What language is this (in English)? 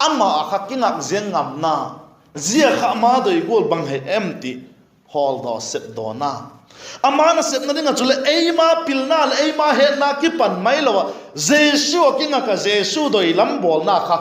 Vaiphei